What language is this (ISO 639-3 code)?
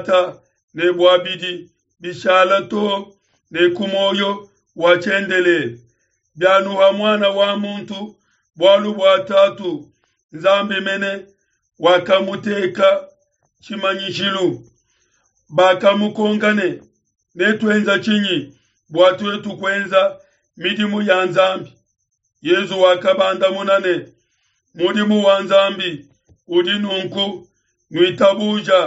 lua